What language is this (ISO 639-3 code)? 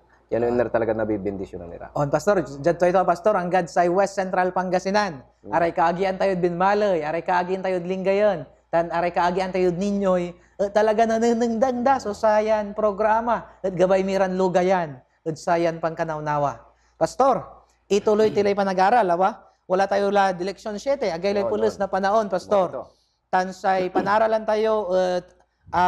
pag